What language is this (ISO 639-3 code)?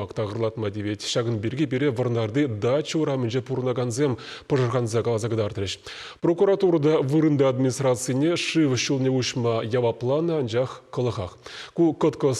chv